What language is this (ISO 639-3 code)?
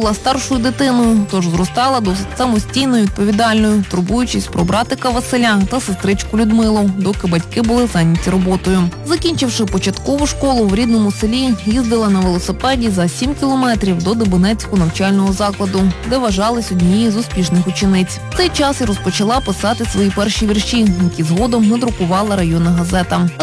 ukr